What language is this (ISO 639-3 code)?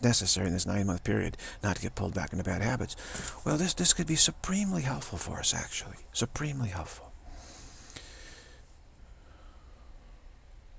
eng